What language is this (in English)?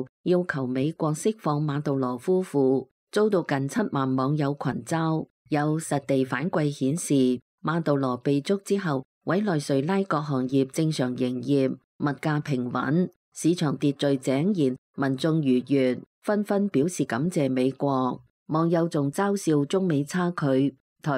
Cantonese